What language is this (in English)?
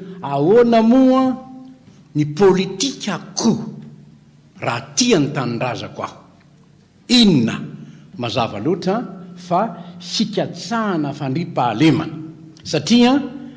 Malagasy